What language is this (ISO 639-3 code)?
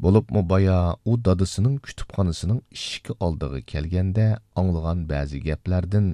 uig